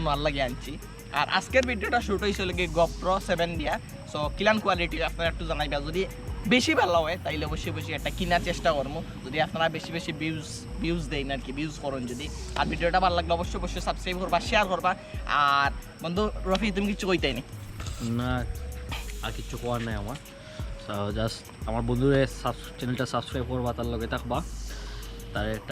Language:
Sylheti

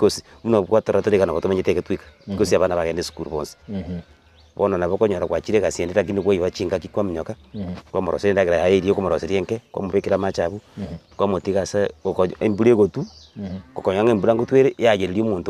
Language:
Gusii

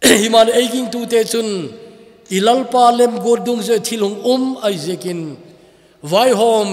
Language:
Thado Chin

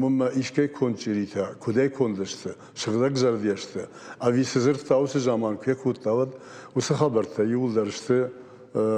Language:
Ossetic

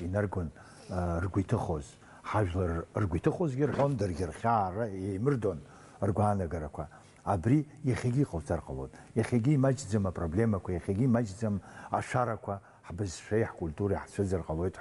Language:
Abkhazian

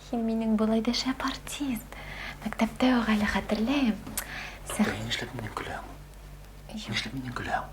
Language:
Bashkir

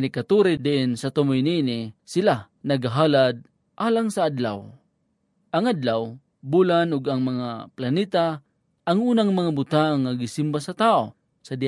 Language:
Cebuano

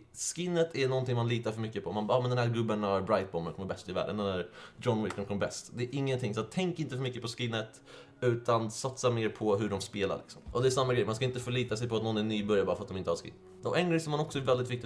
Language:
Swedish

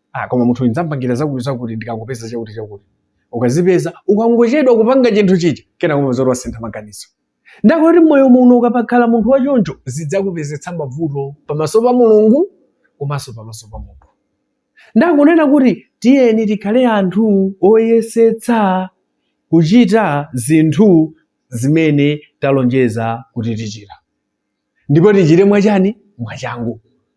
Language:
Nyanja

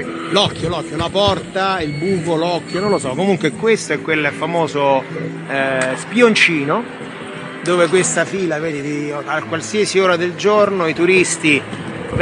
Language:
Italian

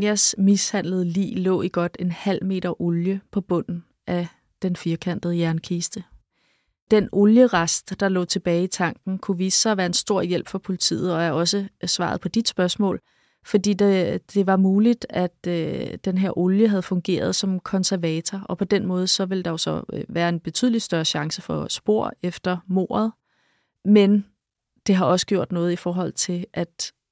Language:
Danish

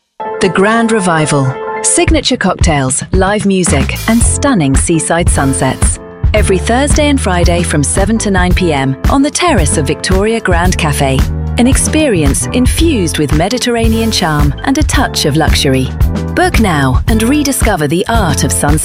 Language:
English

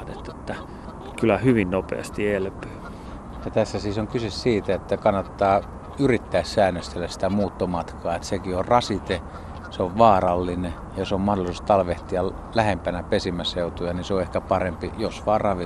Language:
Finnish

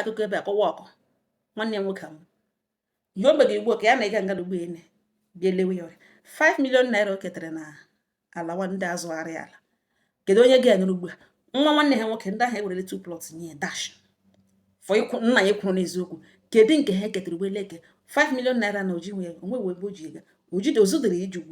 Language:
Igbo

